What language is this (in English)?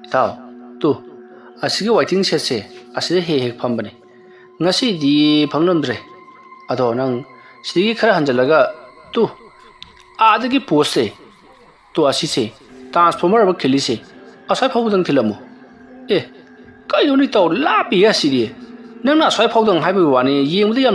Manipuri